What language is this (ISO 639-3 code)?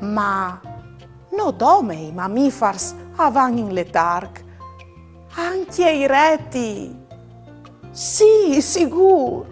fur